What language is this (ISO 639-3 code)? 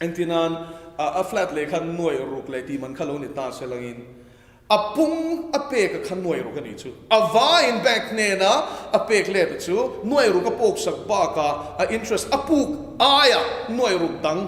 lus